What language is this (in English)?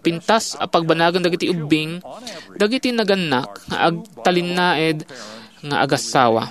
Iloko